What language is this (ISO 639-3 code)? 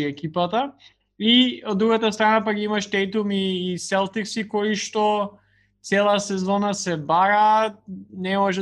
mkd